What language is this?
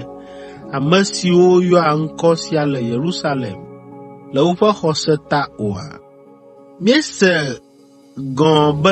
Ewe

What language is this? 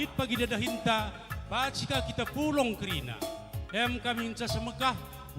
Batak Karo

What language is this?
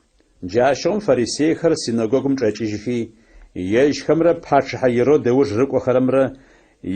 Adyghe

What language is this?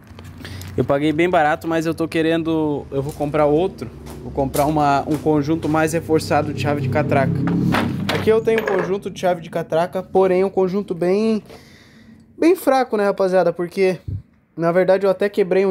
Portuguese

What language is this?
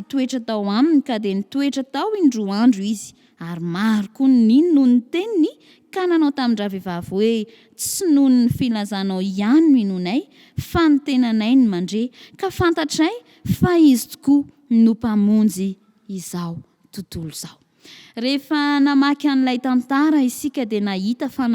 Malagasy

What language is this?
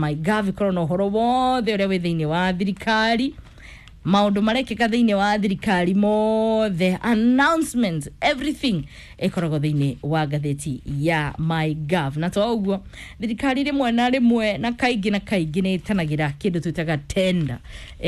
Kikuyu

